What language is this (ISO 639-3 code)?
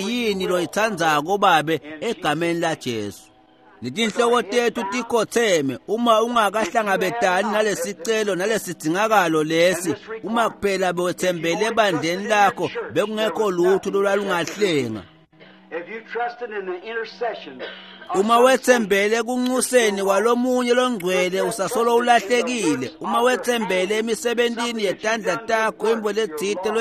ssw